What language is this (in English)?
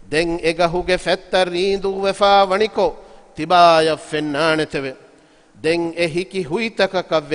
Divehi